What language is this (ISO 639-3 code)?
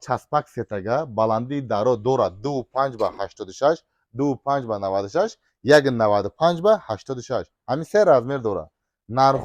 tgk